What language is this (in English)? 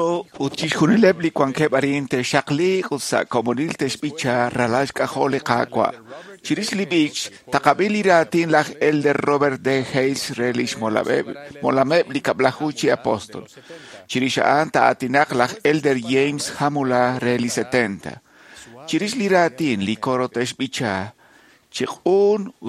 Kekchí